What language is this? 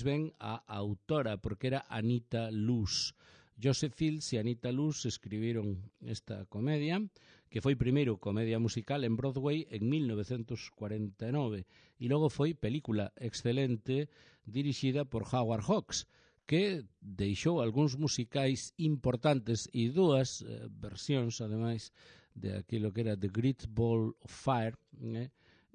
Galician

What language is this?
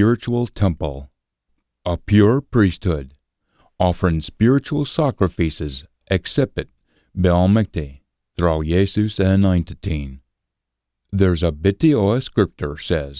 Scots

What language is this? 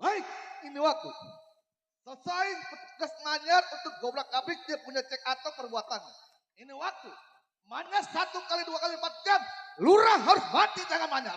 Betawi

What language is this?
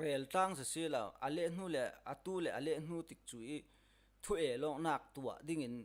Falam Chin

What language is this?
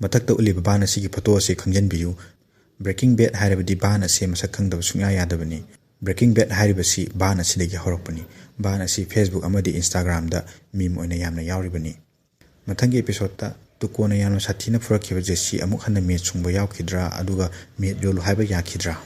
Manipuri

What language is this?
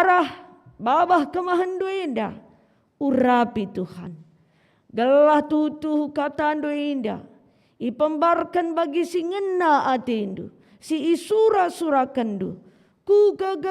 Batak Karo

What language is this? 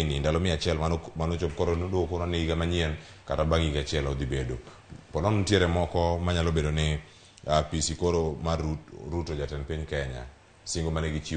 Luo (Kenya and Tanzania)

